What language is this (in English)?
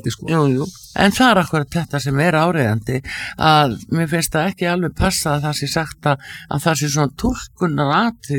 Icelandic